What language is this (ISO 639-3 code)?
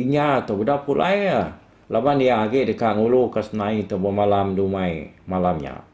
iba